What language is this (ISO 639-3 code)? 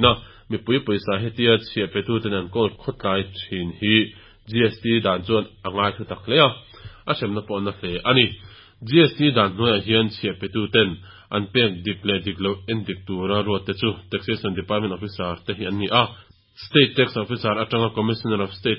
lus